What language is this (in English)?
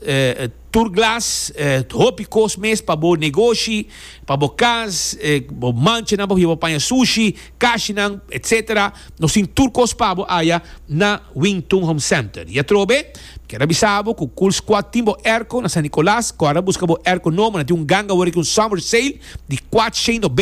Papiamento